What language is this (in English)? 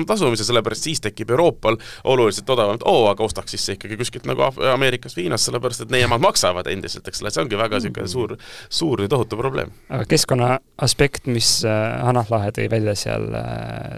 Estonian